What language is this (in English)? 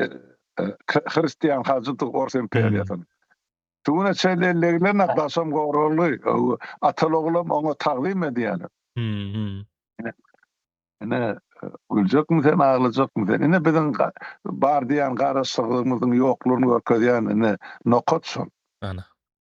Turkmen